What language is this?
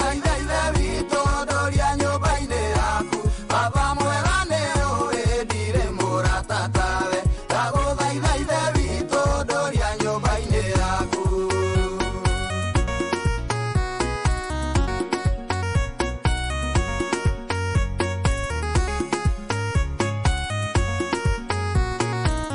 Kikuyu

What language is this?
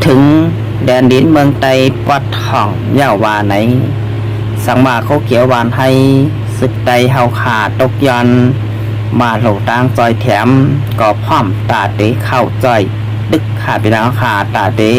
Shan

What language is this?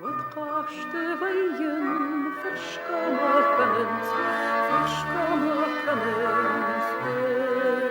Ossetic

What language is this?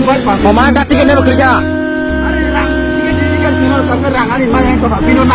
Kok Borok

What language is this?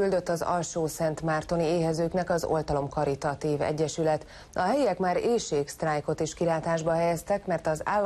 Hungarian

